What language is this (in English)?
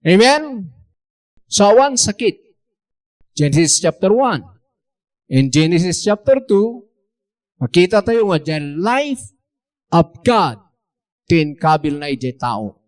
Iloko